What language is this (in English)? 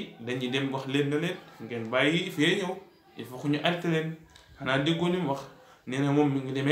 Wolof